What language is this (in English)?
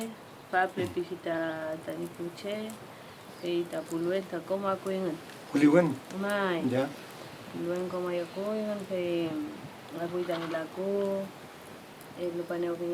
Mapuche